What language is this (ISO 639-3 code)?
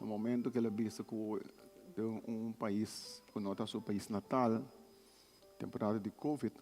pap